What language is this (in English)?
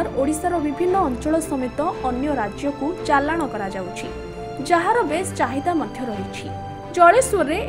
Odia